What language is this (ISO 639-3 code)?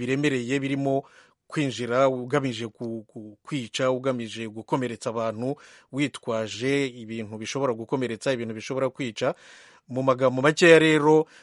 kin